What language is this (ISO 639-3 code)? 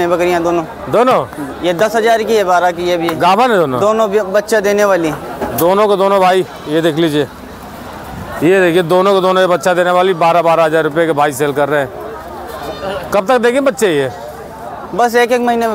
hin